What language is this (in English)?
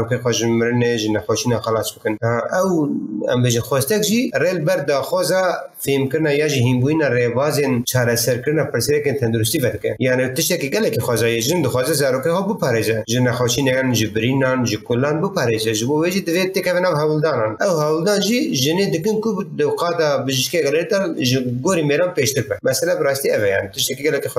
Kurdish